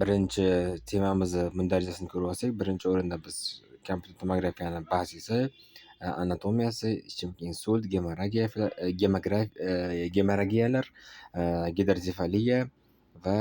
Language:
Uzbek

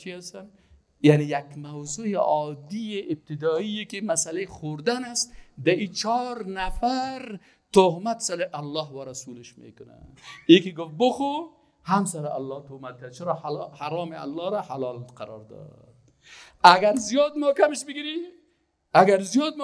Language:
Persian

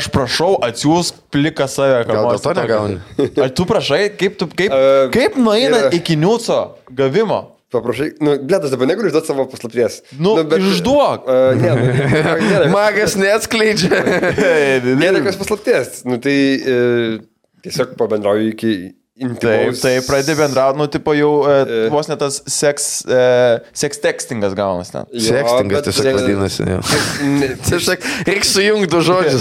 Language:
Lithuanian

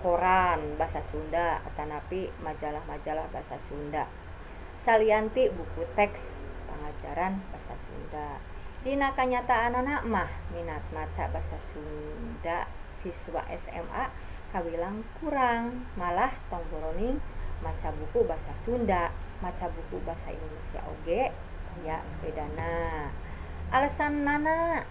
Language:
Sundanese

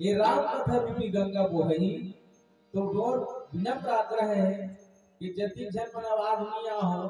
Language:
Chhattisgarhi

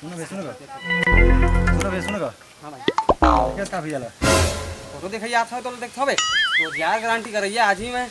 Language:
Chhattisgarhi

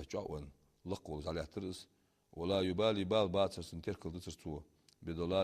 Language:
Ingush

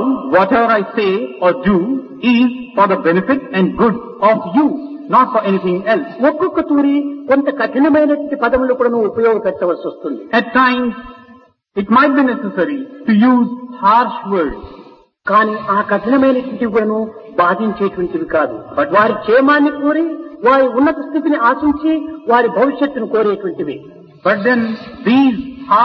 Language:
Telugu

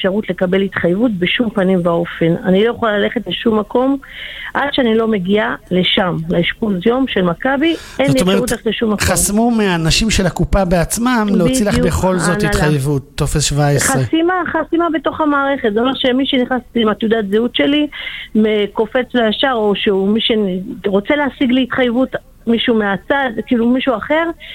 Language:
Hebrew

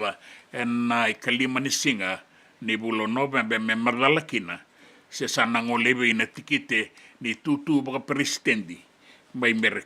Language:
Fijian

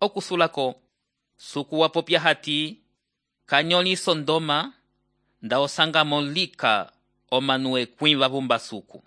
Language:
Umbundu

